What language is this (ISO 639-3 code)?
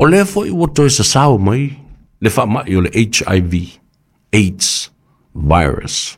smo